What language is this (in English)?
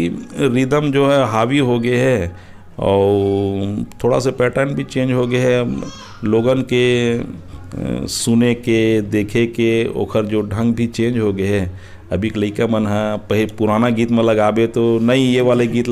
Chhattisgarhi